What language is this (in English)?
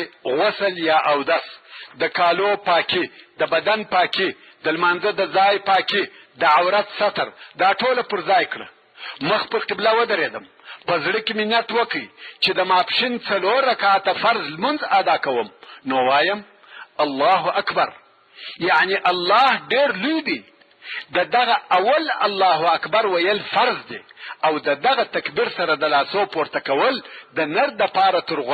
Pashto